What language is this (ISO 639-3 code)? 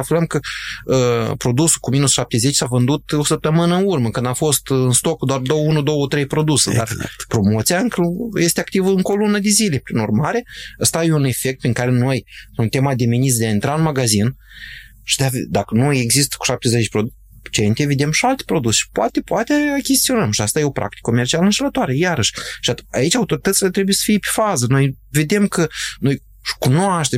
ron